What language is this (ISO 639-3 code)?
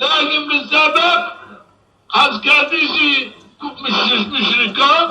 zza